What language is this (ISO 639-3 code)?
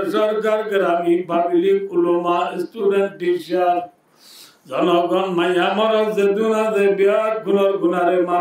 rhg